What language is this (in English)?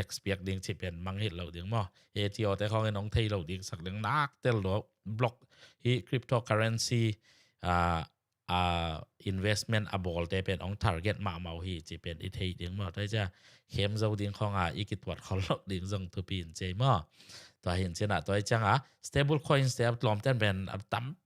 Tedim Chin